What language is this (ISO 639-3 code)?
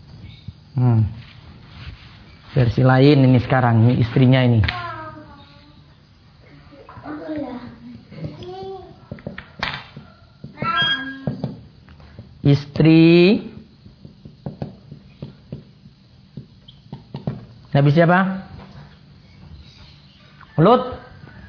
ind